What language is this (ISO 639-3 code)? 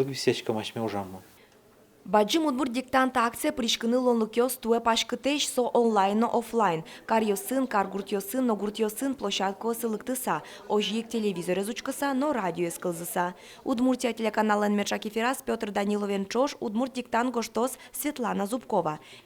udm